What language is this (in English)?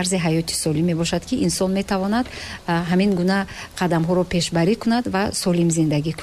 Tajik